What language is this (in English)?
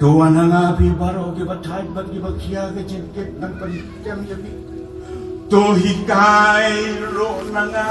Khasi